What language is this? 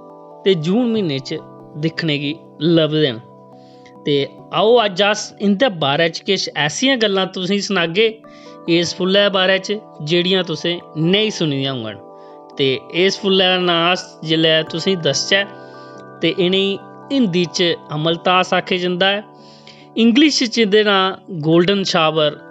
Dogri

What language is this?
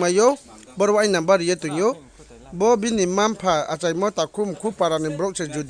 Riang (India)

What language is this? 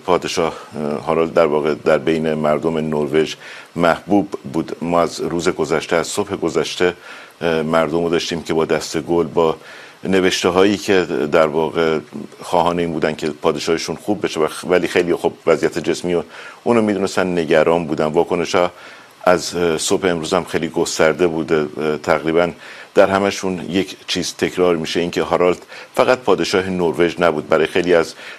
Persian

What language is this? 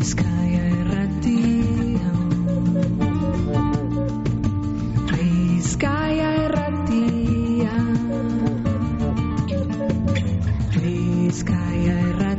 Basque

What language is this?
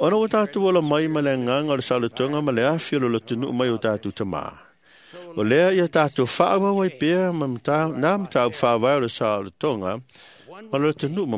Samoan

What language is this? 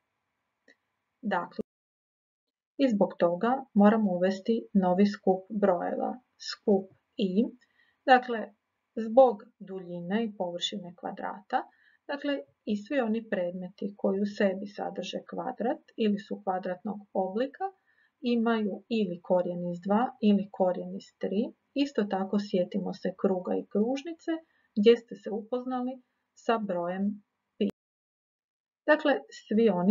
Croatian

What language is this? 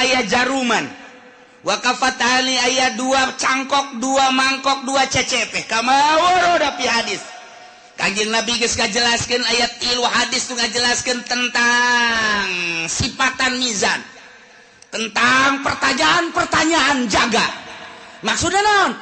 Sundanese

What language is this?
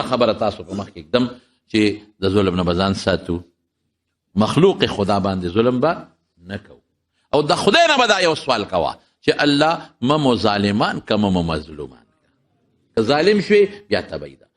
Pashto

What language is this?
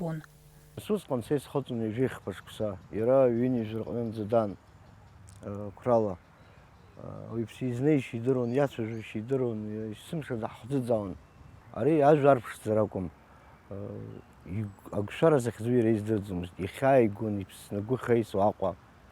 Abkhazian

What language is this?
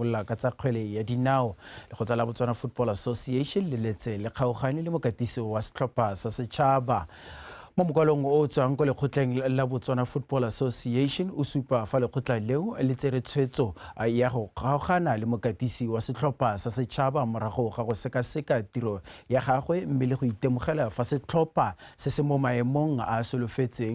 Tswana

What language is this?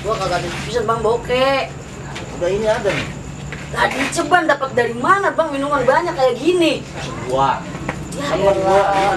Betawi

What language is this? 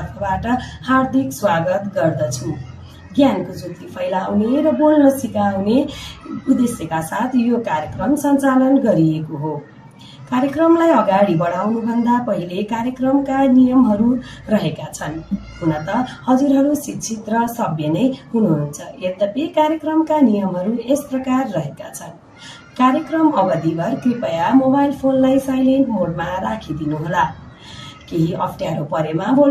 Nepali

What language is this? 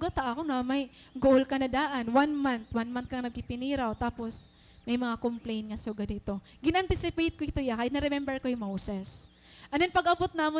Waray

